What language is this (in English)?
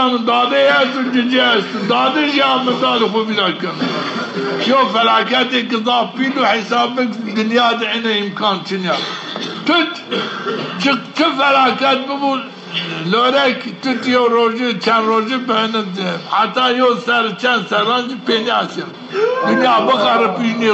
Zaza